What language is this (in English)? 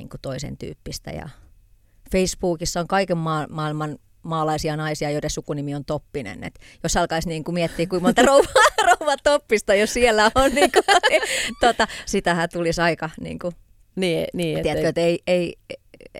Finnish